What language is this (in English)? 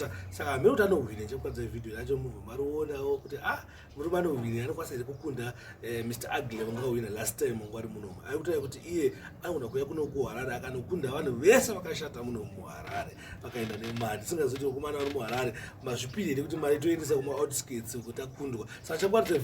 Shona